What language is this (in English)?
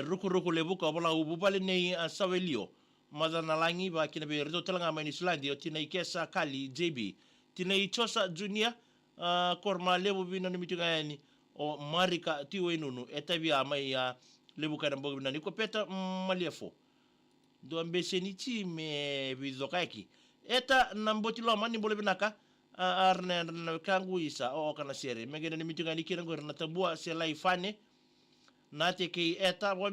Fijian